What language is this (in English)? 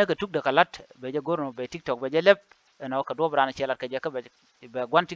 Nuer